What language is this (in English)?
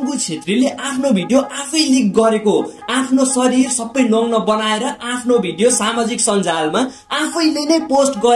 Nepali